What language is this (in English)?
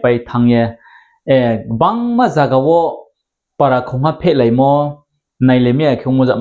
Riang (India)